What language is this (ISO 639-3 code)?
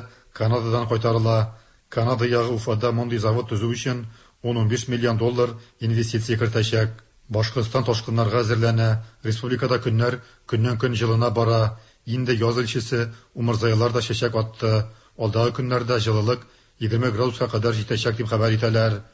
tat